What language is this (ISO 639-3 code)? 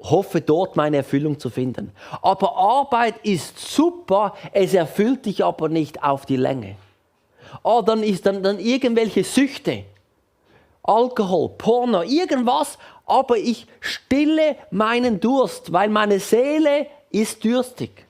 gsw